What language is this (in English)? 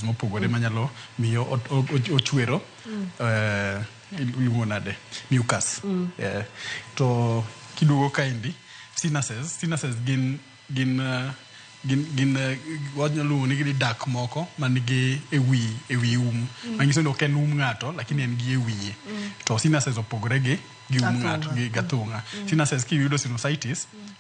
Luo (Kenya and Tanzania)